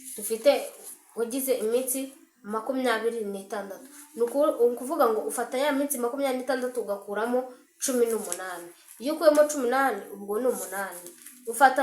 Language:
Kinyarwanda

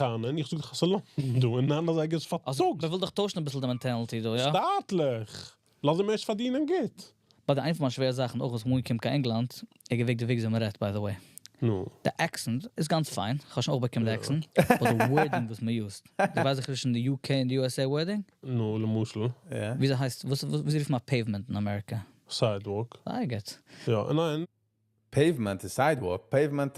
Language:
Yiddish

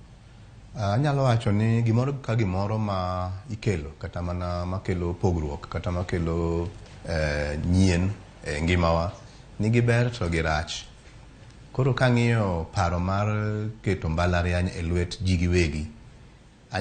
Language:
Luo (Kenya and Tanzania)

